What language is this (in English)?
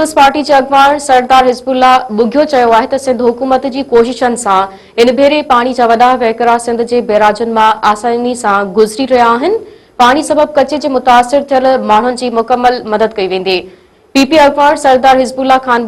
Sindhi